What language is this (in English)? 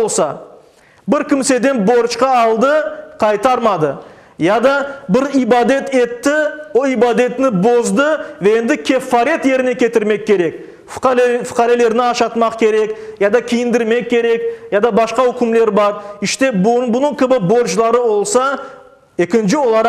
Crimean Tatar